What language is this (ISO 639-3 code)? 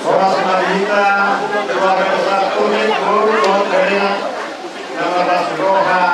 bbc